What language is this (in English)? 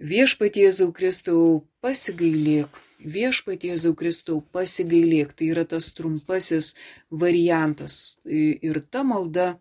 Lithuanian